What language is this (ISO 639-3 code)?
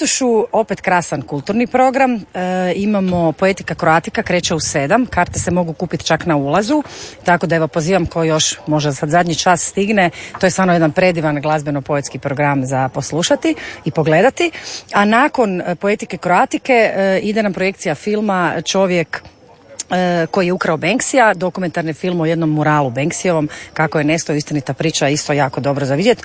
hrv